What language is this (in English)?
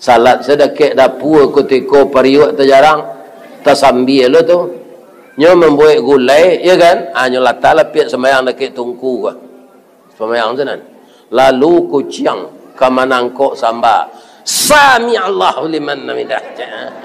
Minangkabau